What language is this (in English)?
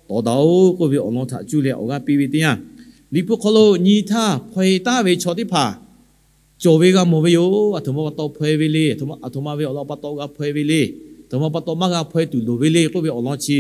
Lahu